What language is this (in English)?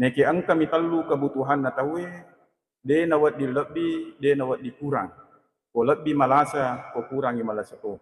Buginese